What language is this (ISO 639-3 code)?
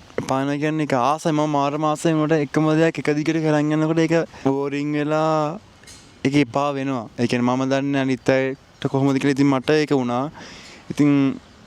sin